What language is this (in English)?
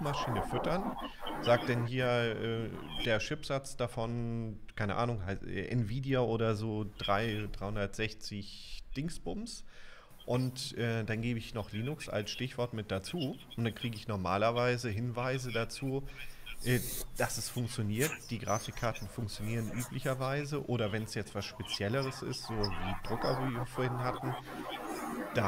German